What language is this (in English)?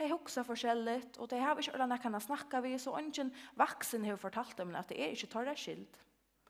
Faroese